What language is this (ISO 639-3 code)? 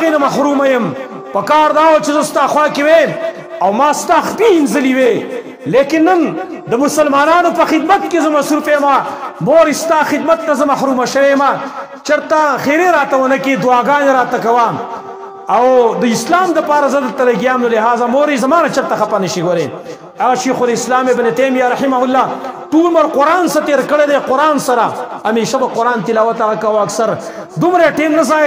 pus